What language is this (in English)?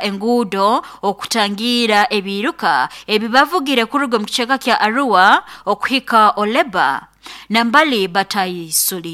Nyoro